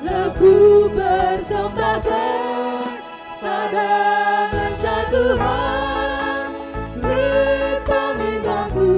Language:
Batak Karo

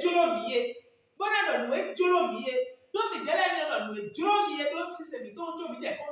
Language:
Fon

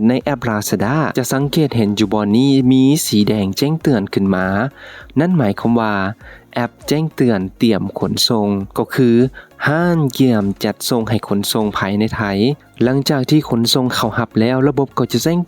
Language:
Lao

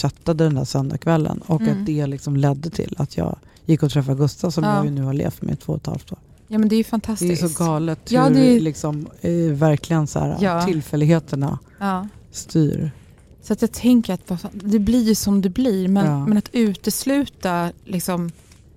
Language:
Swedish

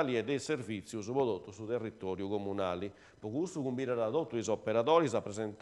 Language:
Sardinian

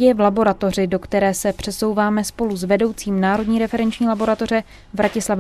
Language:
Czech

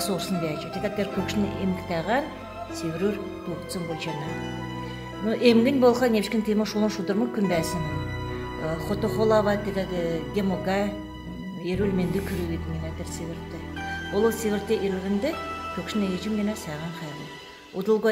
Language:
Kalmyk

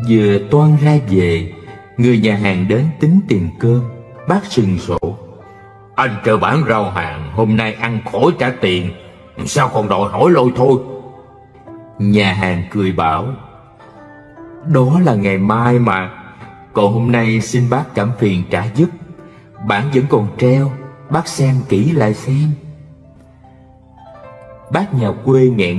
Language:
Vietnamese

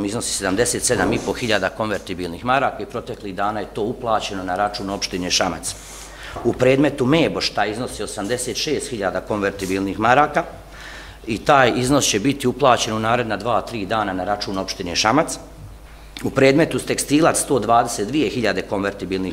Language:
Bosnian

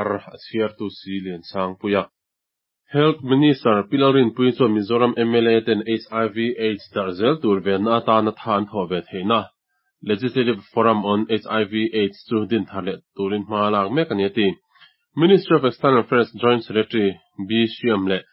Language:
Mizo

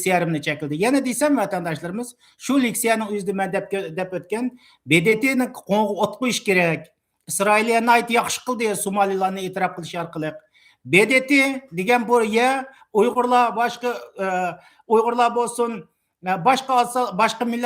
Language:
Uyghur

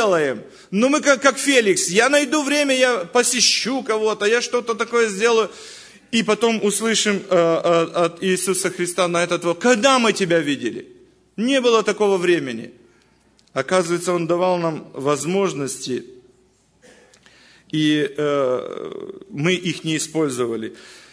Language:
Russian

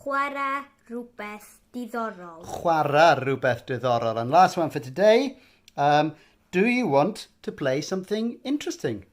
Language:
Welsh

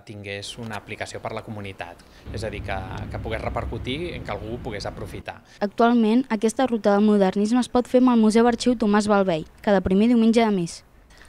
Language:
Catalan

